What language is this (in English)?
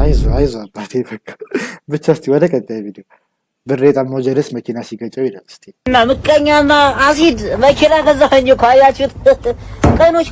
Amharic